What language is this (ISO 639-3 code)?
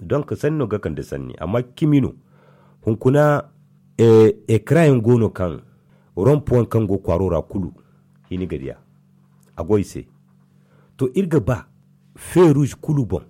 dje